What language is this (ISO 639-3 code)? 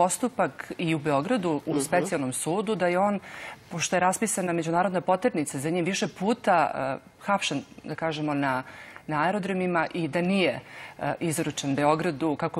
srp